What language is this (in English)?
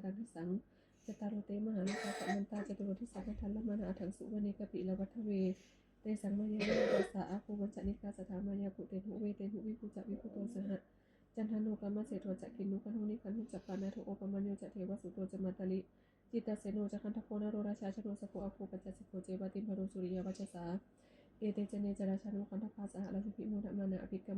Pali